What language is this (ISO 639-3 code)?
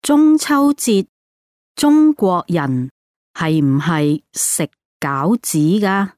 yue